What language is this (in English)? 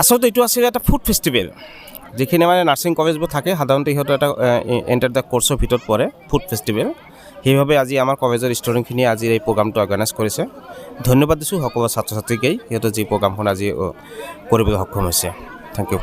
Assamese